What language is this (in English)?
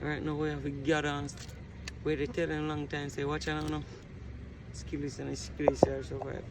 Jamaican Creole English